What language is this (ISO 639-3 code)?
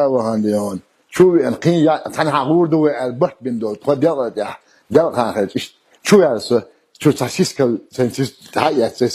che